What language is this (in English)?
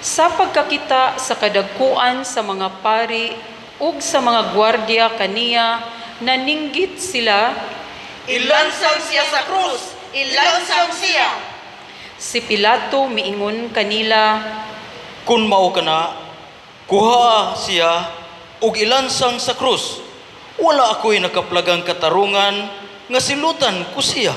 Cebuano